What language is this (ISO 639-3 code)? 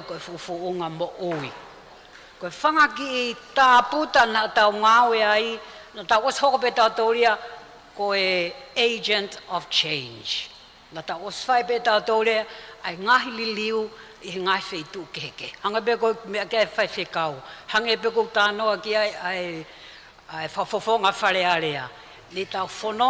ton